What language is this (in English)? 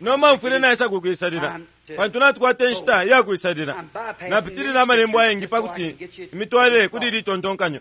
Bemba